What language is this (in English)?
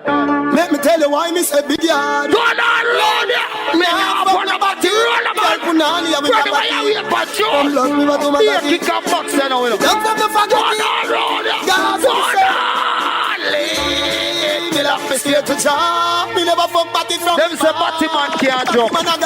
Jamaican Creole English